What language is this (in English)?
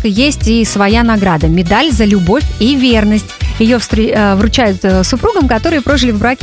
Russian